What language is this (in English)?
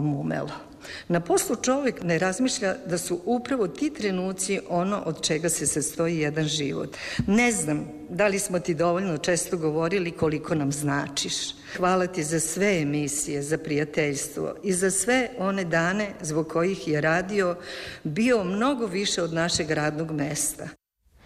Serbian